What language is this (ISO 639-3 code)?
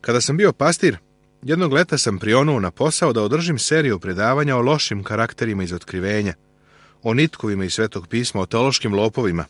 srp